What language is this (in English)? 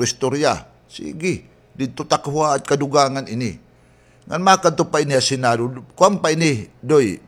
Waray